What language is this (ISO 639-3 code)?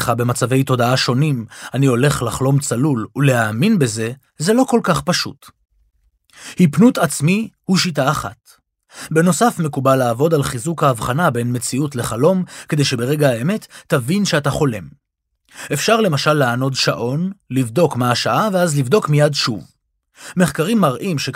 heb